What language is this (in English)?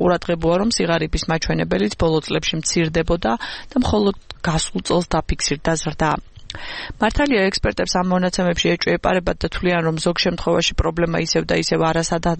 Georgian